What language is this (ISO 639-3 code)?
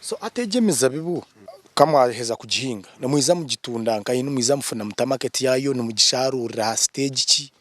nyn